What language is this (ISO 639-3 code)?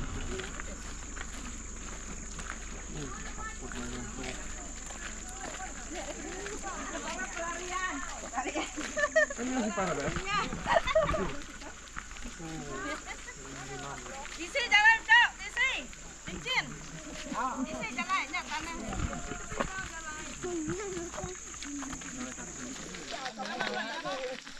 msa